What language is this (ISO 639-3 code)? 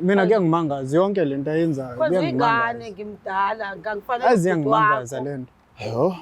zul